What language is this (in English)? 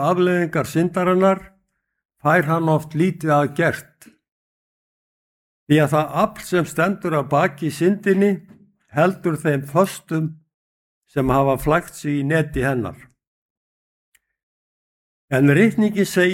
Icelandic